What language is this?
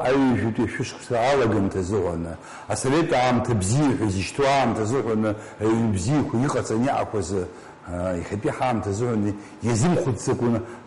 Abkhazian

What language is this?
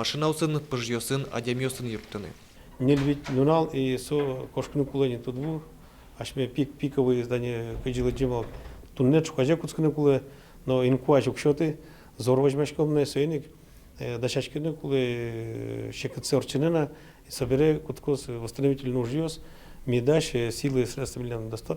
Udmurt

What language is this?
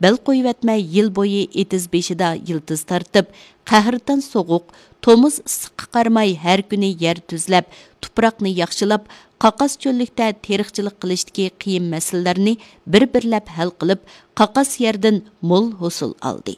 Uyghur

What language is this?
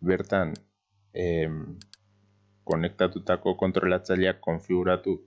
Basque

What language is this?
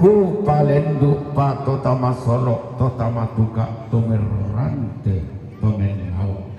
Toraja-Sa'dan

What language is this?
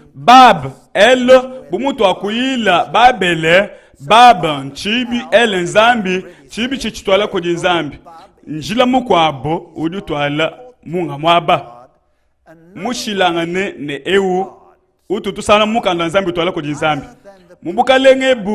Luba-Lulua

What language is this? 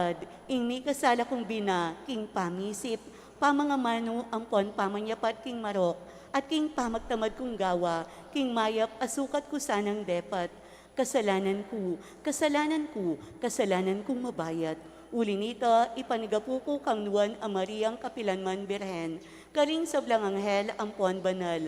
Pampanga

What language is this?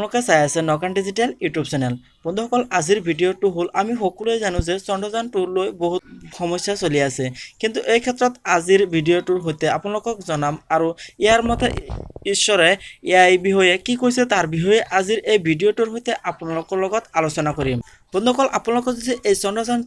Assamese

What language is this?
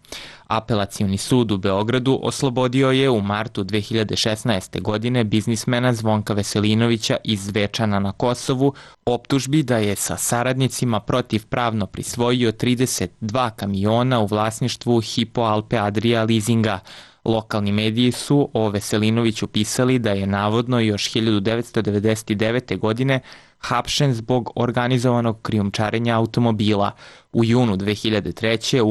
Serbian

